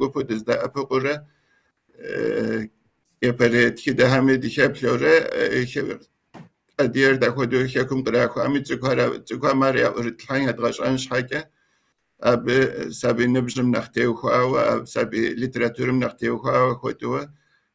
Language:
Kabardian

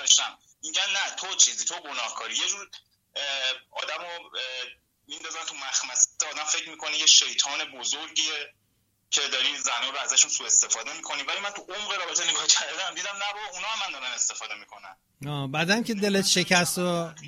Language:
Persian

